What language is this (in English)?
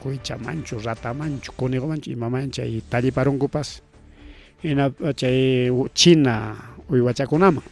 Ayacucho Quechua